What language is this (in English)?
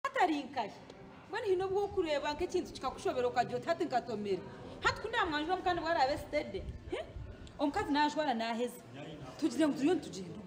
Nyankole